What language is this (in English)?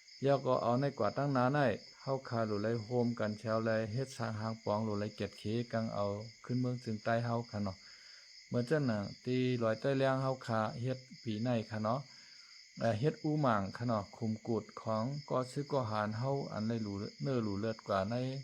Shan